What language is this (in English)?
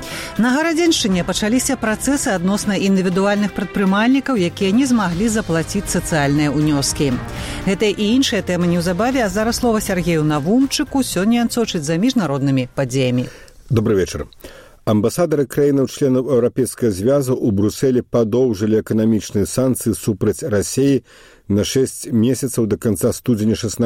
Belarusian